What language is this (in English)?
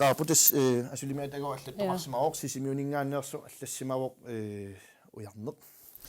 Kalaallisut